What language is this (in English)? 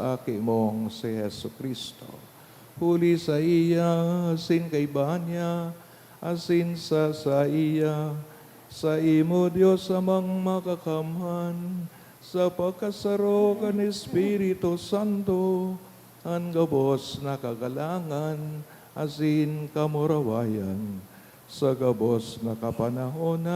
Bikol